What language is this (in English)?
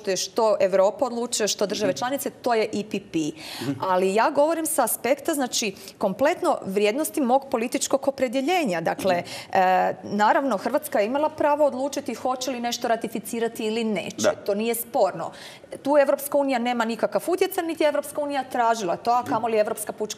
Croatian